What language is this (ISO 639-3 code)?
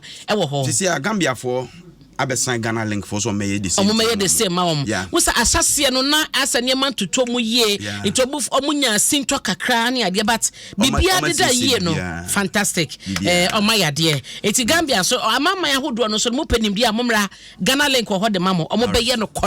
aka